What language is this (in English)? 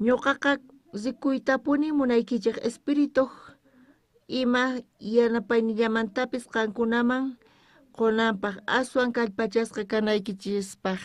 South Bolivian Quechua